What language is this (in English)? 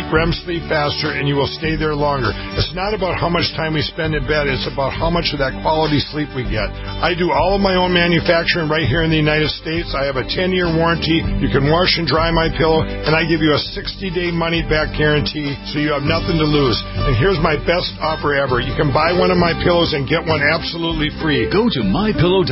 English